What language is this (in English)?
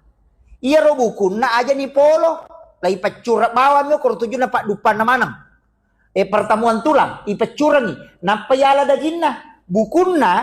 Buginese